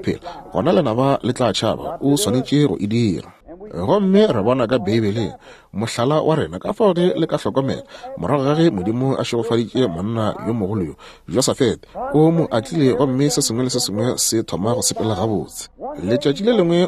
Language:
Northern Sotho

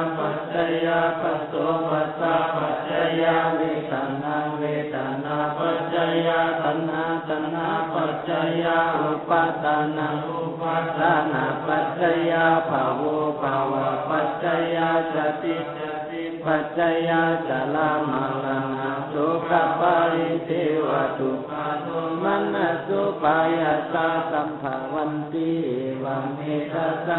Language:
Pali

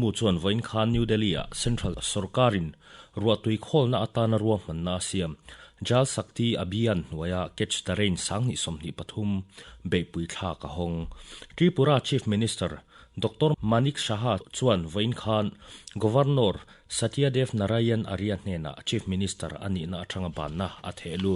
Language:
Mizo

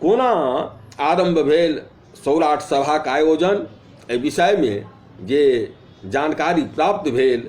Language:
Maithili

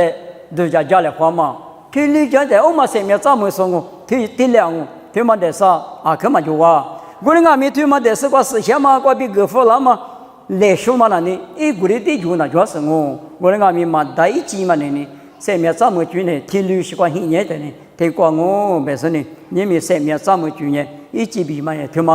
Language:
Lisu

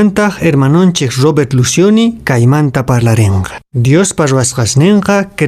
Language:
Quechua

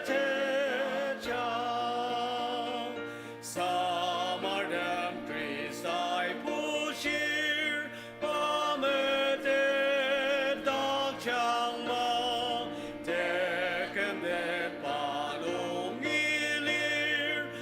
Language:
Ao Naga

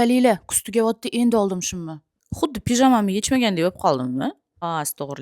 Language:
Uzbek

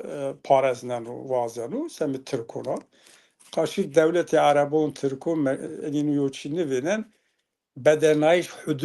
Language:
Zaza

